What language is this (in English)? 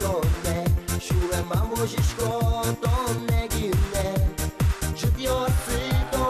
Udmurt